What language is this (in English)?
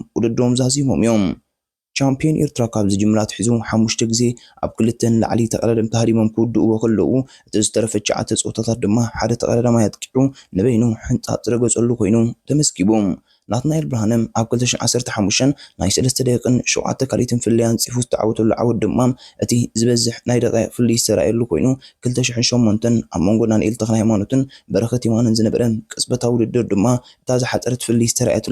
Tigrinya